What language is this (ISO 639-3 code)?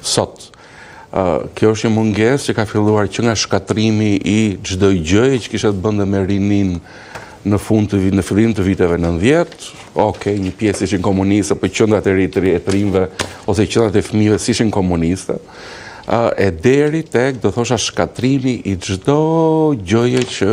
sqi